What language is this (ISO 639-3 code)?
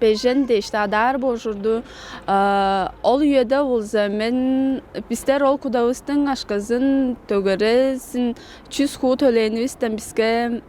tyv